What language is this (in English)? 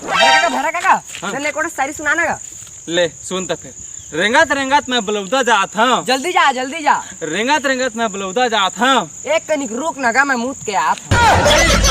Chhattisgarhi